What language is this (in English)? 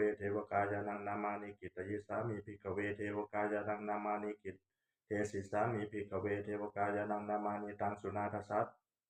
Pali